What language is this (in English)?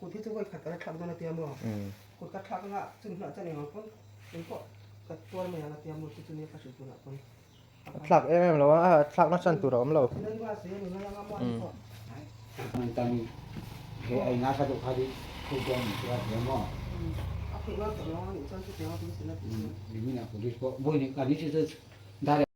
Hmar